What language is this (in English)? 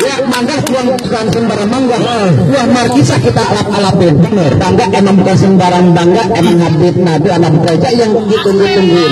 Betawi